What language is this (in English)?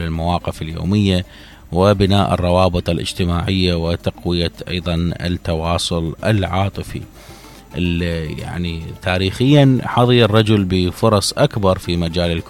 Mesopotamian Arabic